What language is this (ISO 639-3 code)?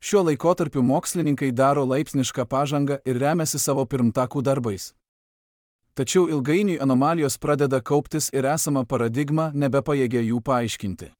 lit